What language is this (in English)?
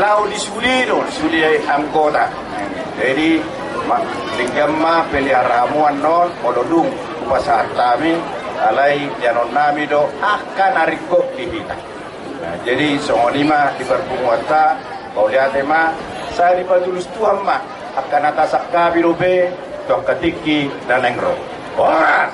Batak Toba